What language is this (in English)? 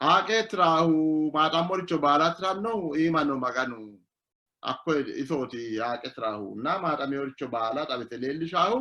Sidamo